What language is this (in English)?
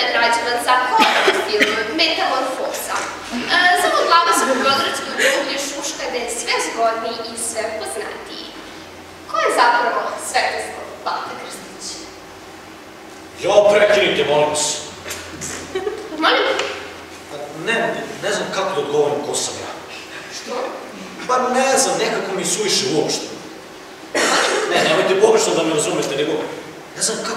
Serbian